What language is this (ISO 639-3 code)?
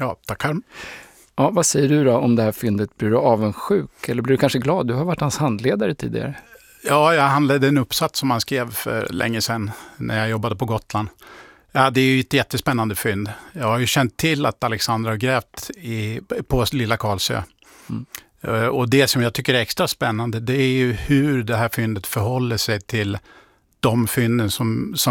swe